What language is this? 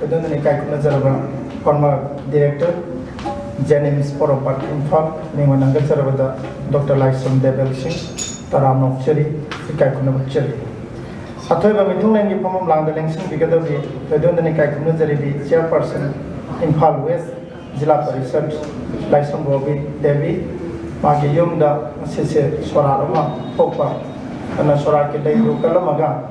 Manipuri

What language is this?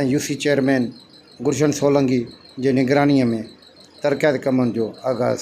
Sindhi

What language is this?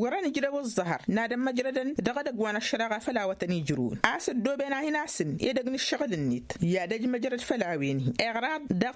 Tamasheq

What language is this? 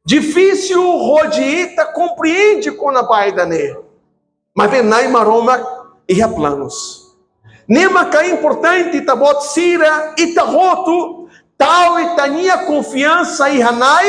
Tetum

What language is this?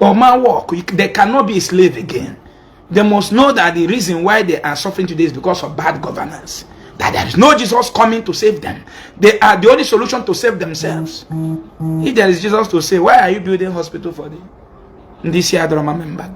Igbo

